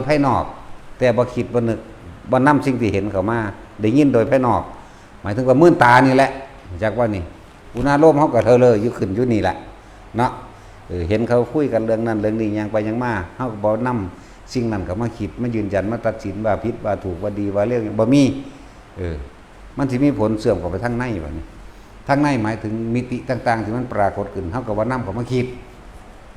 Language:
Northeastern Thai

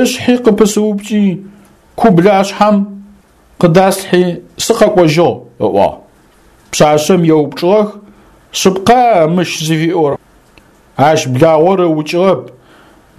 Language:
Adyghe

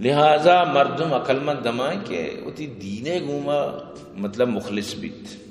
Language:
Eastern Balochi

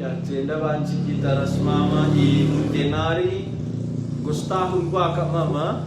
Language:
Batak Karo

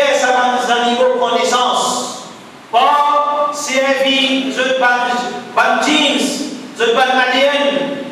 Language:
Morisyen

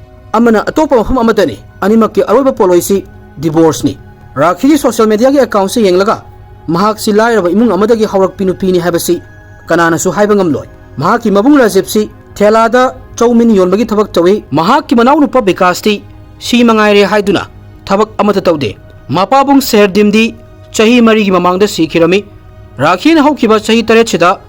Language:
Manipuri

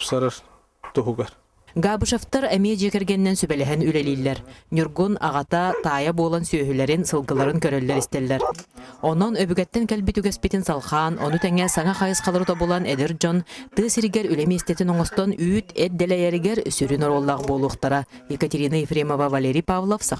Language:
Yakut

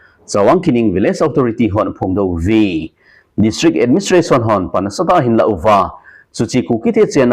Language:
Thado Chin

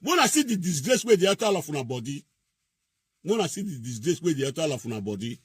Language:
Nigerian Pidgin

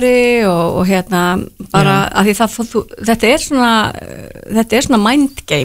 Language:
Icelandic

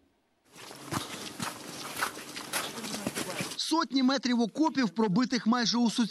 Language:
Ukrainian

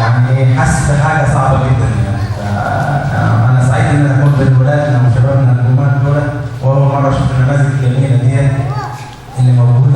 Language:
Egyptian Arabic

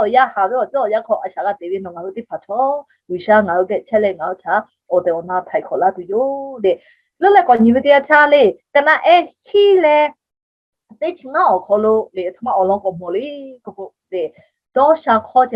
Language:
Lahu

